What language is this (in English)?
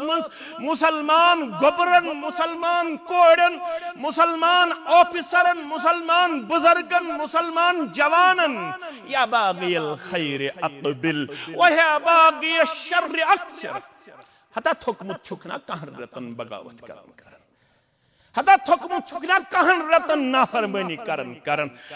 Kashmiri